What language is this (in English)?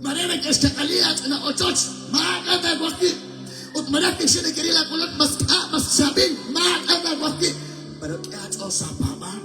Kekchí